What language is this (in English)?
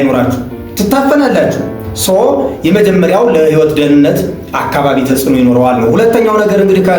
Amharic